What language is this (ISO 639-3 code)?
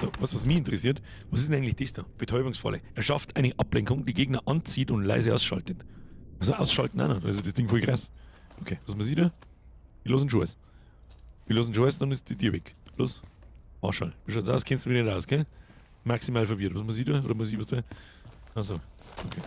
bar